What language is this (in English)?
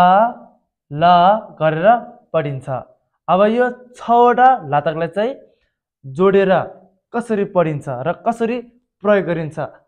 Nepali